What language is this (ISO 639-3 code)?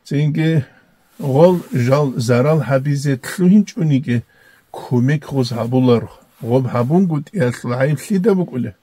ava